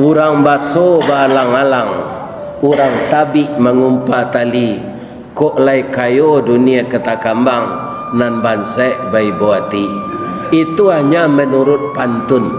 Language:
Minangkabau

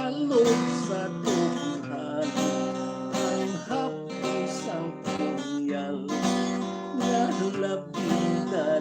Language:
Hiligaynon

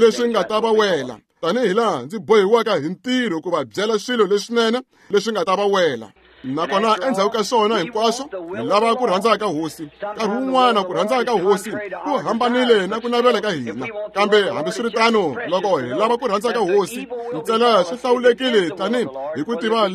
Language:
Tsonga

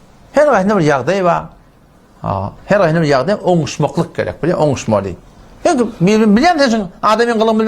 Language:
Turkmen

